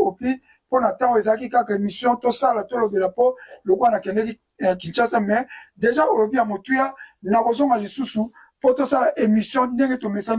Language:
Lingala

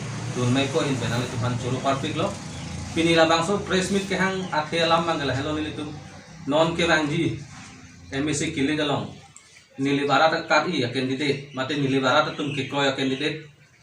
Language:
Karbi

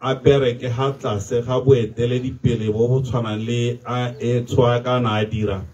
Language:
Tswana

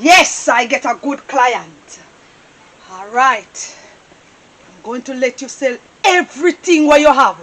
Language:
Jamaican Creole English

